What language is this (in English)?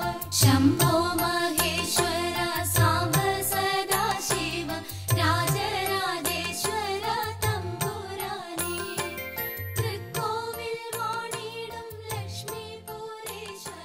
Malayalam